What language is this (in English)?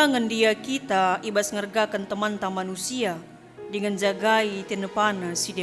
Batak Karo